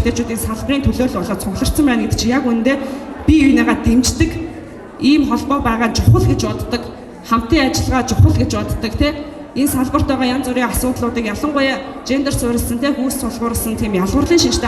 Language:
Mongolian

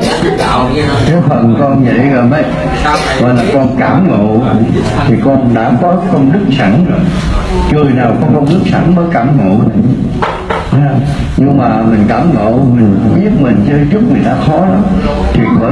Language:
Vietnamese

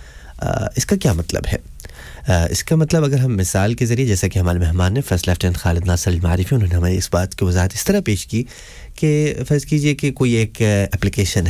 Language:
Urdu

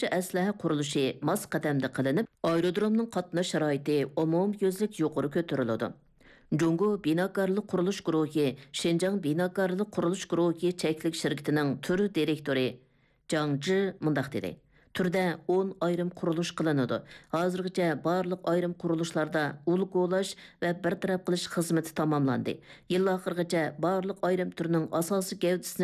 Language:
Uyghur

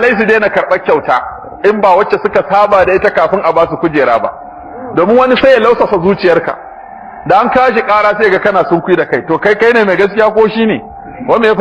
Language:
Hausa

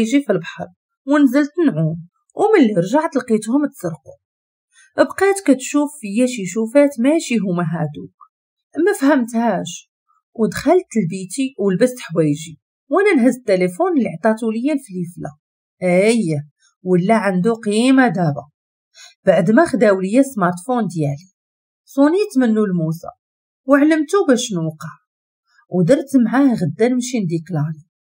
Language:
Moroccan Arabic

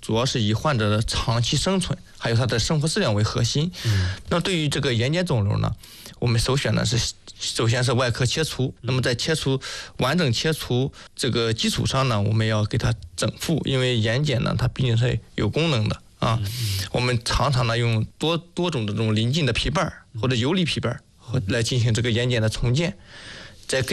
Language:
Chinese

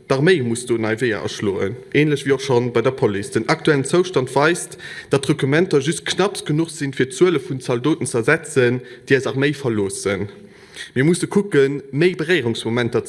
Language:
Luxembourgish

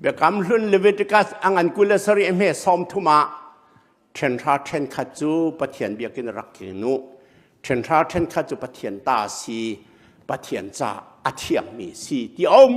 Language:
Hakha Chin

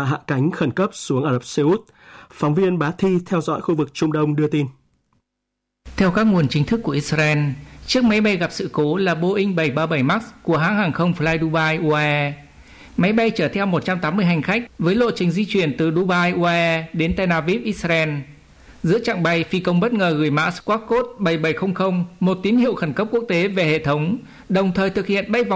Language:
Vietnamese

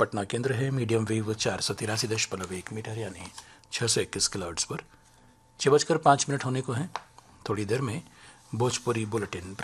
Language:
Hindi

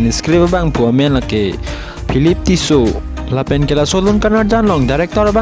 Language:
Karbi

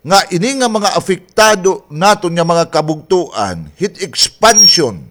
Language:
Waray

